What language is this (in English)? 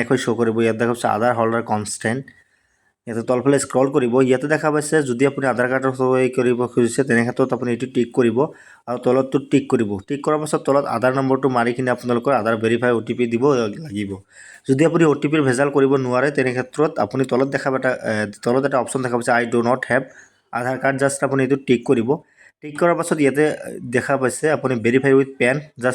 Assamese